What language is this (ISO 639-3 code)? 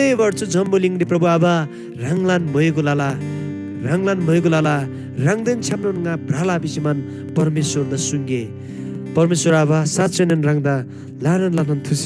taj